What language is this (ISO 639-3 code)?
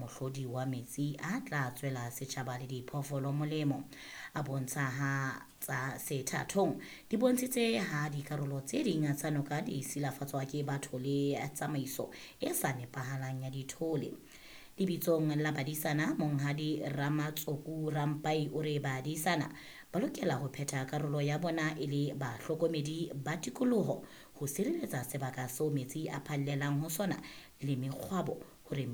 sot